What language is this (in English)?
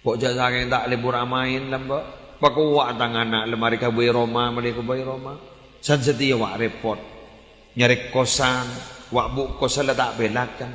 Madurese